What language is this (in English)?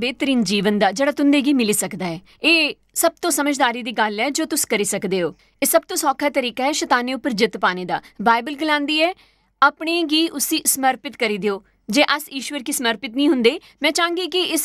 Dogri